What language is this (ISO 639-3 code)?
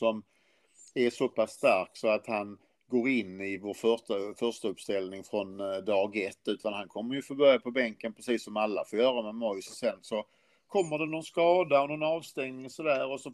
swe